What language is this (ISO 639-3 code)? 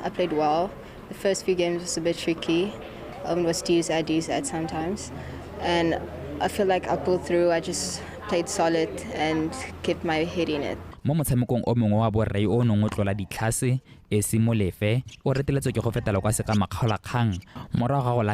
tsn